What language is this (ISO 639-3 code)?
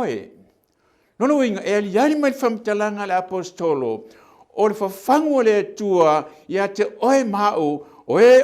smo